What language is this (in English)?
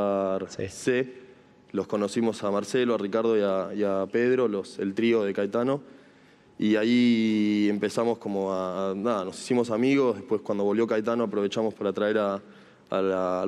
Spanish